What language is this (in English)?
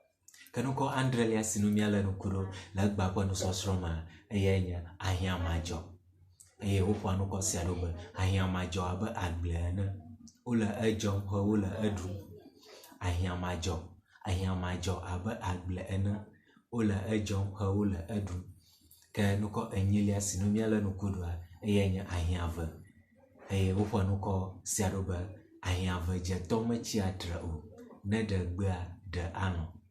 Ewe